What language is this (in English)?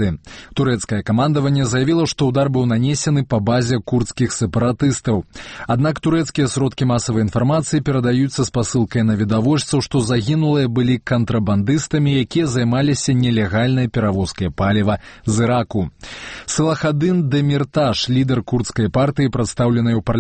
Belarusian